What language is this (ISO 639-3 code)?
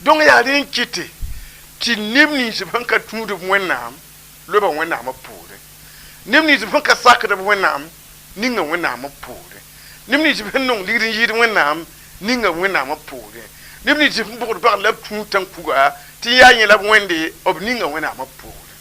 mos